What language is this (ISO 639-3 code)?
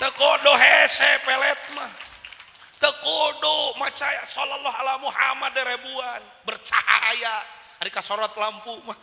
sun